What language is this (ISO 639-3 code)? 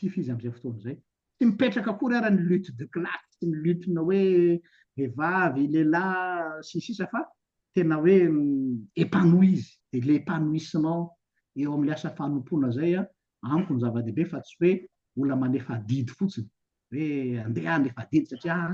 mlg